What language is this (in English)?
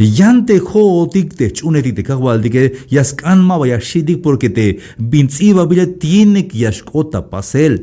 Tzeltal